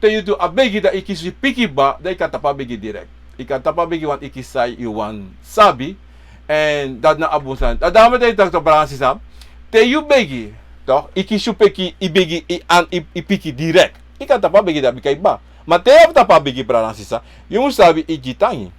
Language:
Sranan Tongo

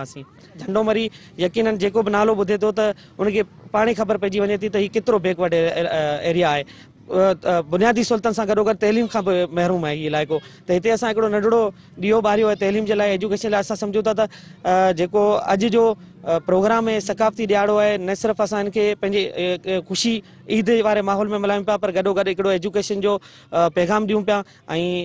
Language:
Sindhi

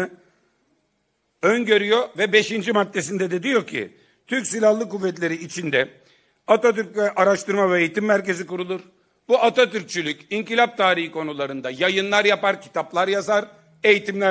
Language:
Turkish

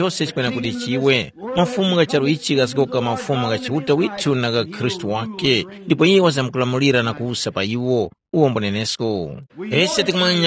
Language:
Tumbuka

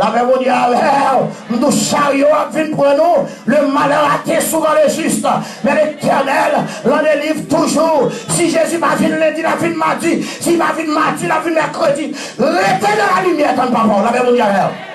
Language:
Haitian Creole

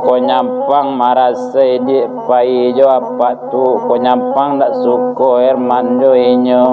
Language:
Minangkabau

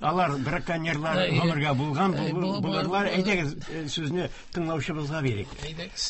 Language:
Tatar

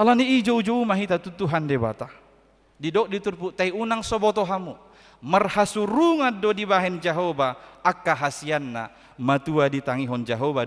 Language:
Batak Toba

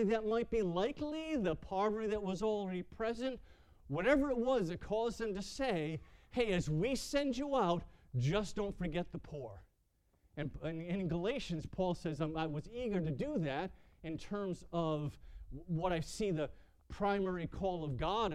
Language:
English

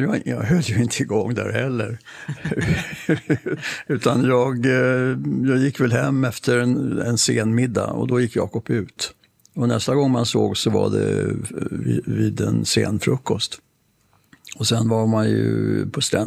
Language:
Swedish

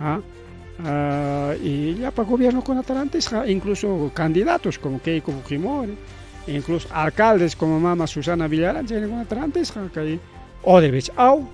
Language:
Ayacucho Quechua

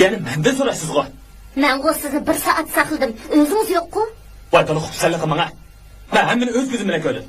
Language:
Uyghur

